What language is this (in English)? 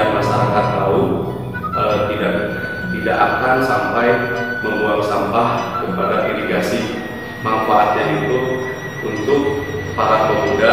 Indonesian